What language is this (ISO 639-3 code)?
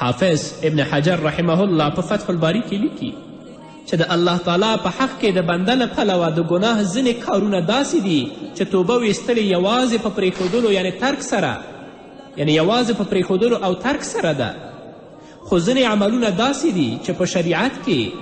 pus